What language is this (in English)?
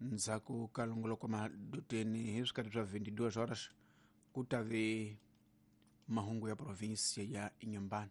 Tsonga